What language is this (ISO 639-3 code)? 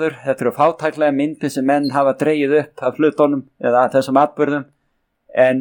isl